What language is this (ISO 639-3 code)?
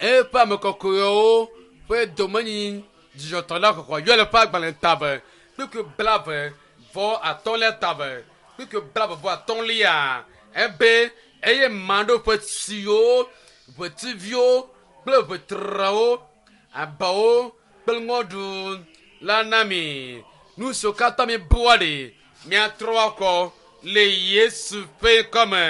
ewe